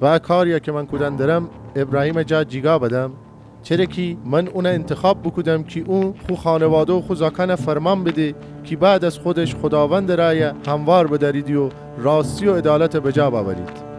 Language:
Gilaki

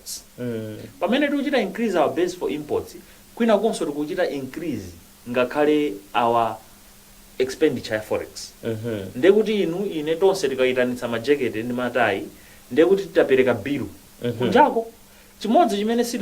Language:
Nyanja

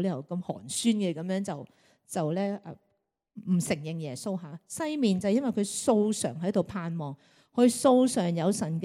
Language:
Cantonese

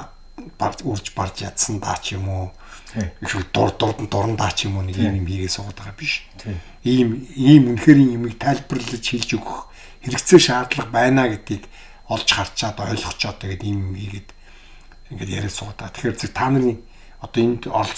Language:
Mongolian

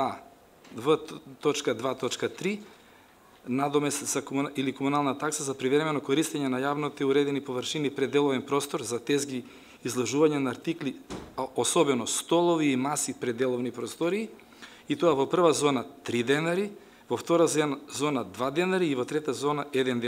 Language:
Macedonian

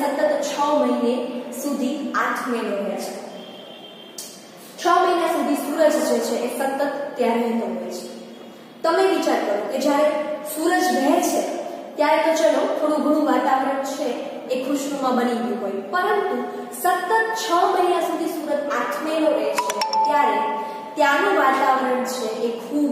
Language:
Gujarati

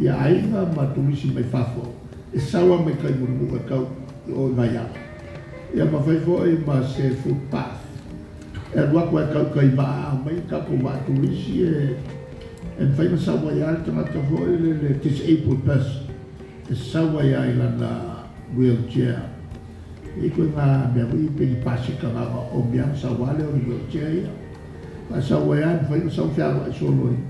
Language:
Samoan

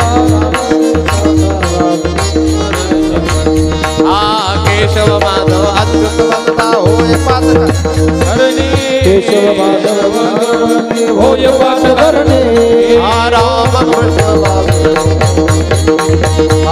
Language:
Marathi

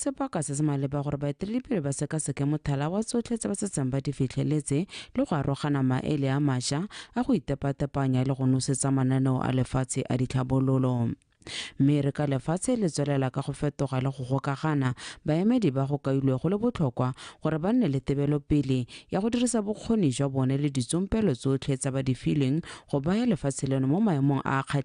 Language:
Tswana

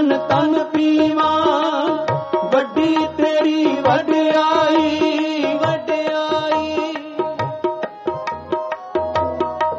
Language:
Punjabi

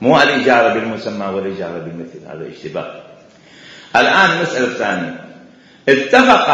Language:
Mesopotamian Arabic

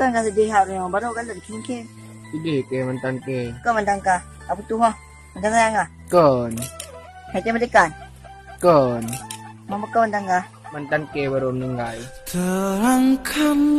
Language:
Achinese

